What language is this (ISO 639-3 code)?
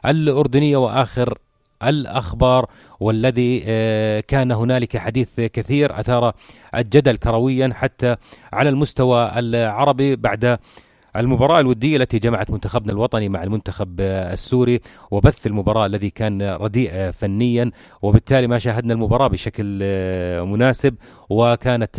apc